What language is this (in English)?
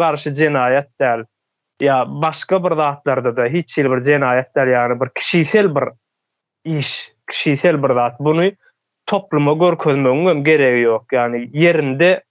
Turkmen